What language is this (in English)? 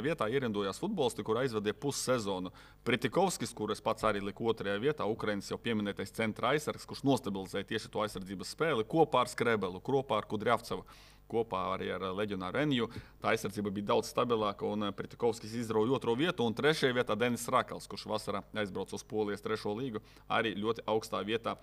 Latvian